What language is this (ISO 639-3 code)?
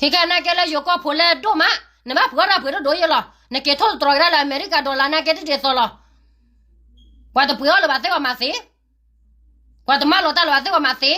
ksw